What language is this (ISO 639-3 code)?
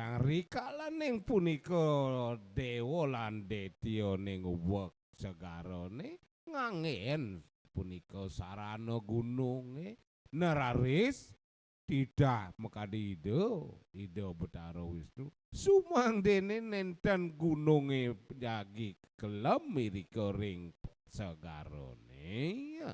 ban